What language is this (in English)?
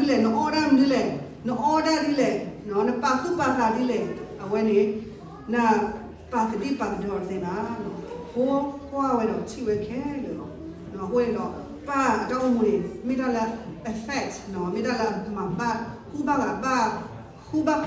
S'gaw Karen